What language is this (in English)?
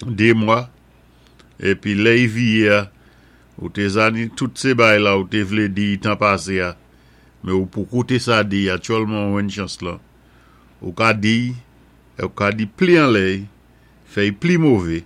Saint Lucian Creole French